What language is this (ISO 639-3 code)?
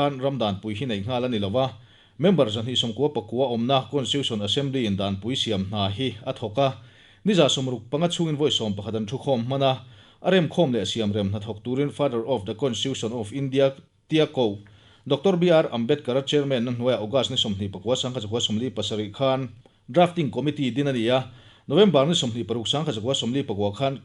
lus